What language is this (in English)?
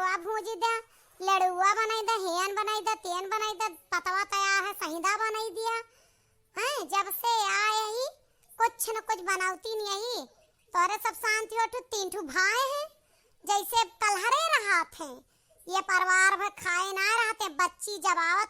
Awadhi